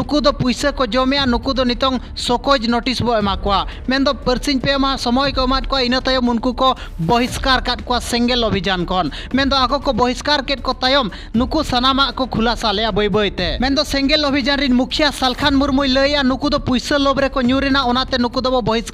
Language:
Santali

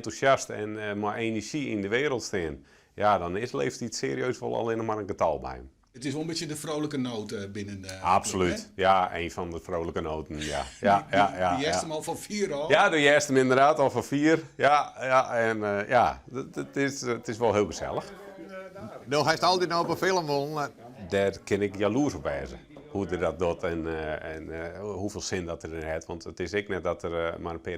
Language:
Western Frisian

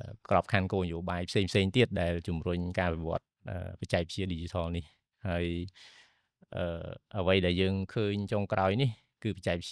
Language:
Khmer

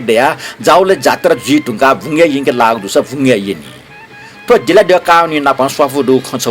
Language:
Newari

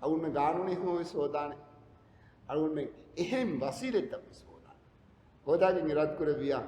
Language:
Divehi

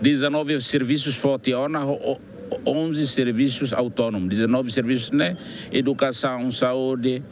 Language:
Tetum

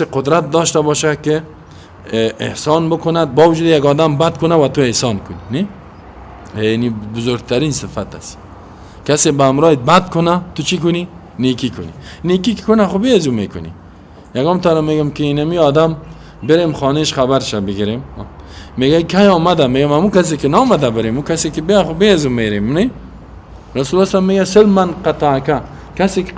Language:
Persian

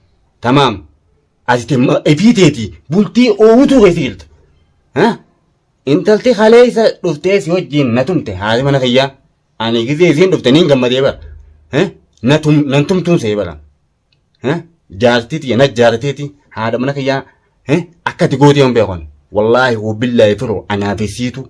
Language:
Oromo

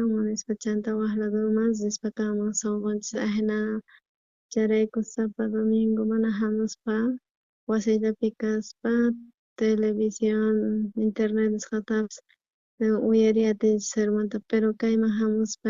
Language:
South Bolivian Quechua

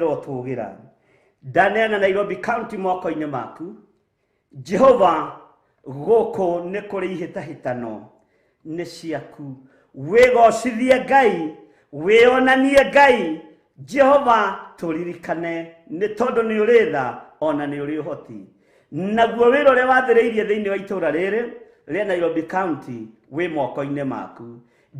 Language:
Kikuyu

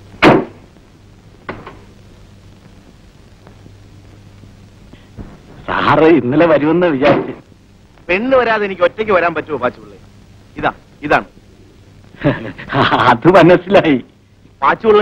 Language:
Malayalam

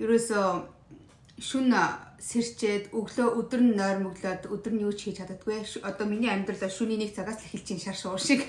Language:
Mongolian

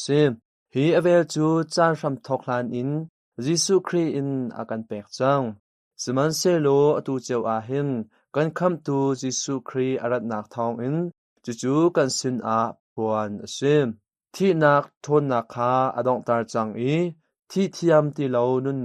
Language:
Hakha Chin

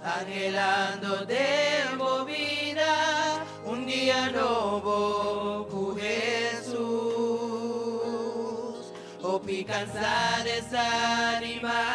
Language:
Papiamento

